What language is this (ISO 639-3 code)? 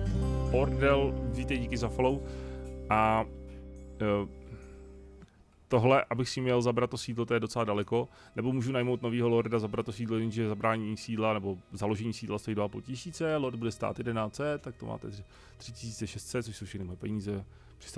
ces